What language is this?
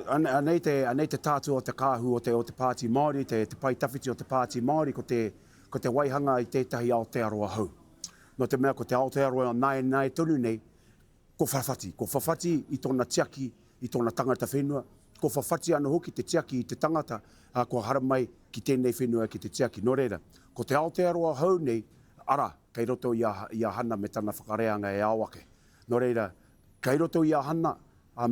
Māori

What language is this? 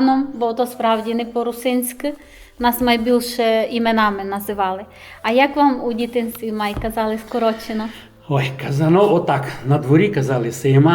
Rusyn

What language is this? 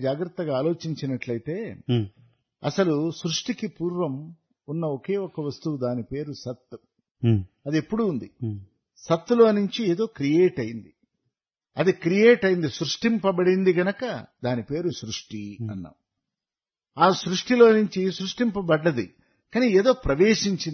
Telugu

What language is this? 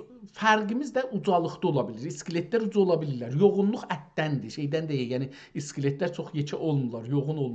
South Azerbaijani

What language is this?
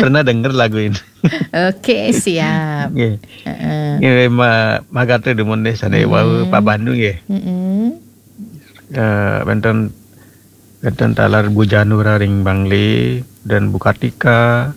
Balinese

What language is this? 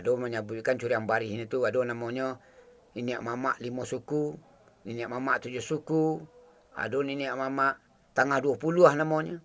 Minangkabau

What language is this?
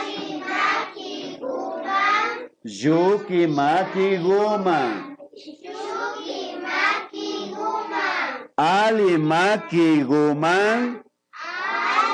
Imbabura Highland Quichua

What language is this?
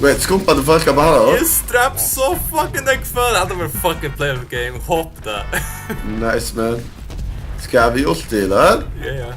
Faroese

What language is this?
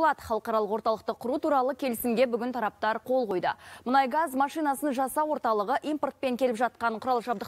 Kazakh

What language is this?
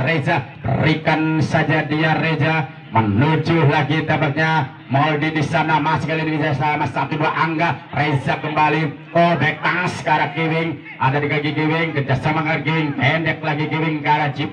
Indonesian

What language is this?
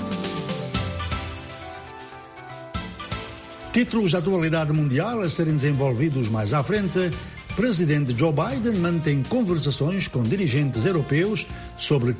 Portuguese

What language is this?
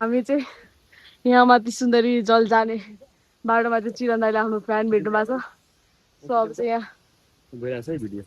Nepali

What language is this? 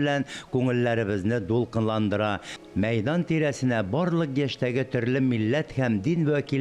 Tatar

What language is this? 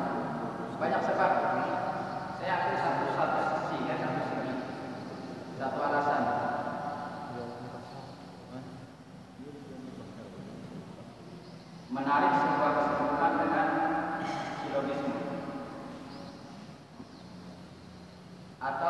Indonesian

